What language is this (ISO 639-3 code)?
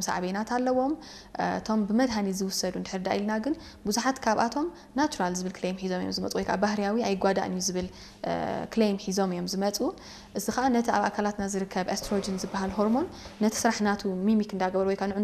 tir